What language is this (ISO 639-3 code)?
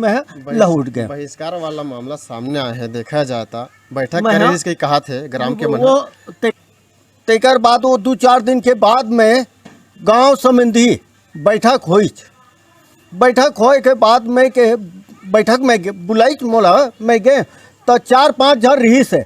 hne